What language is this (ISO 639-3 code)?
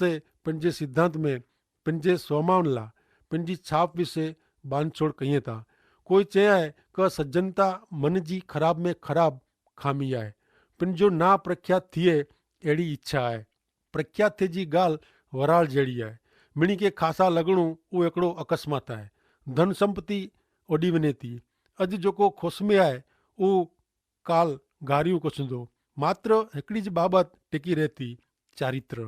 kfr